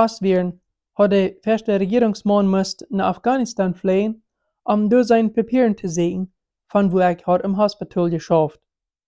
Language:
Plautdietsch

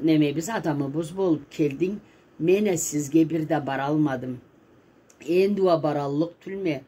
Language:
Karachay-Balkar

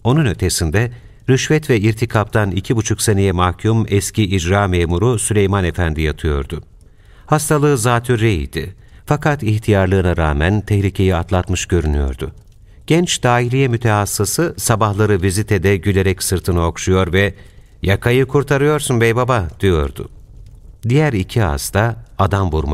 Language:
Turkish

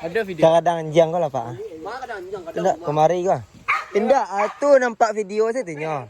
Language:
Minangkabau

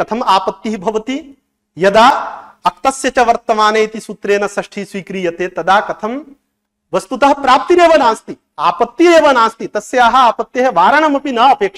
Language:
Sanskrit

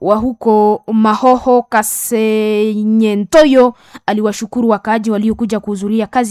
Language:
Swahili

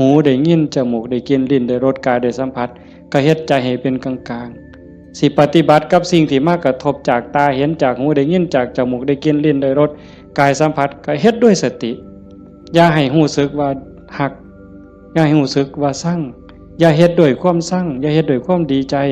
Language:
Northeastern Thai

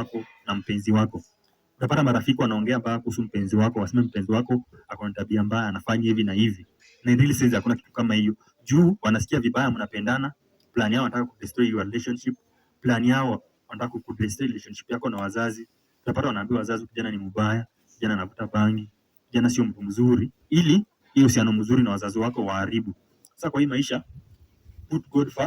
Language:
Swahili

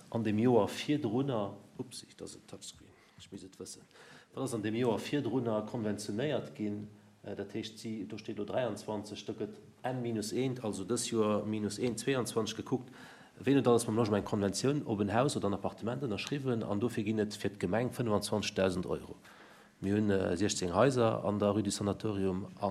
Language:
Luxembourgish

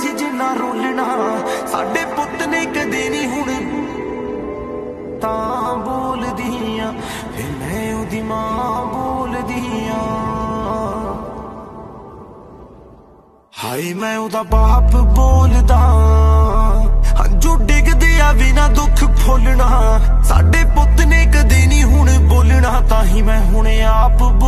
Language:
Punjabi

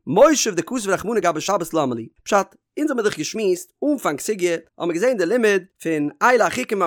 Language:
Yiddish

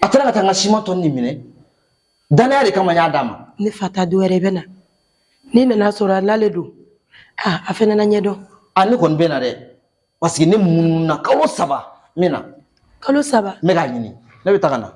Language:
Bambara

